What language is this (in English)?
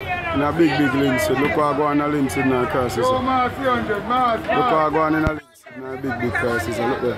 Jamaican Creole English